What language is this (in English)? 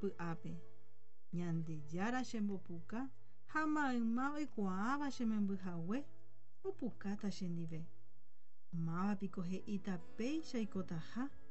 Guarani